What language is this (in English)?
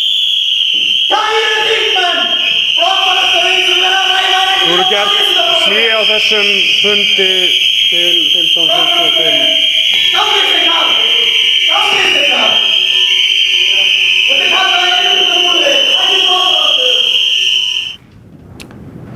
Icelandic